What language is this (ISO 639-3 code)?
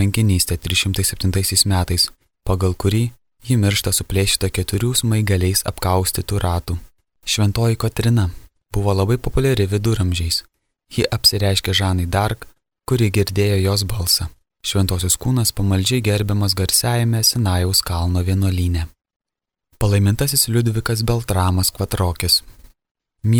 lit